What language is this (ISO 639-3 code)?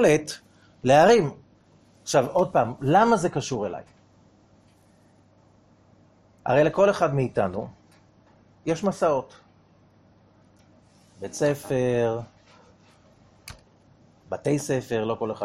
heb